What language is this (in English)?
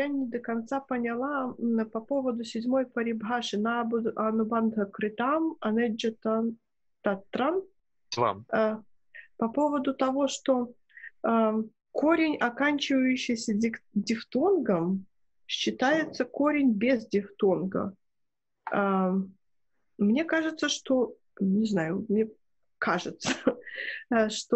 Russian